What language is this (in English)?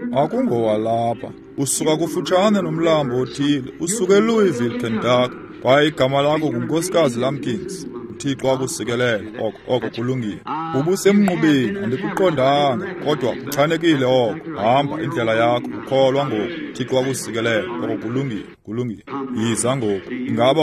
Xhosa